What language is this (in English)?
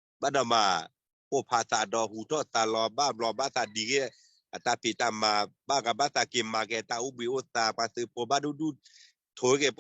S'gaw Karen